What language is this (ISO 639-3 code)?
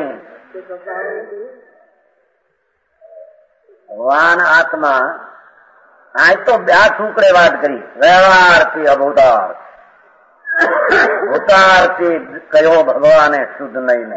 guj